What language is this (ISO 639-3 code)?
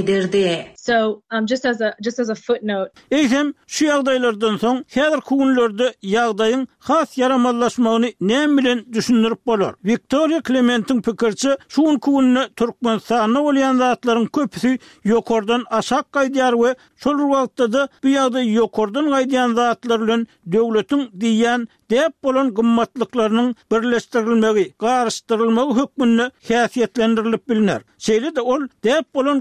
tuk